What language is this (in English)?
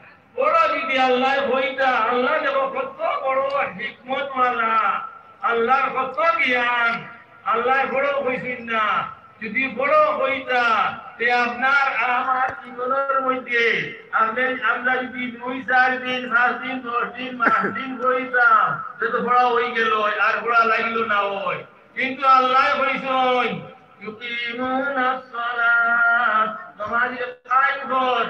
Sylheti